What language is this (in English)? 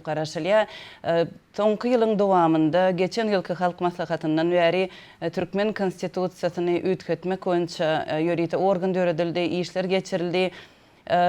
Turkmen